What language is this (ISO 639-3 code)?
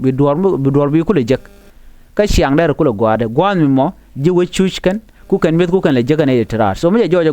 nus